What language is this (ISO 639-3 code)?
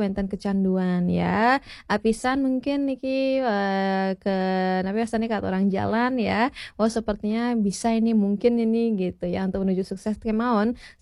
ban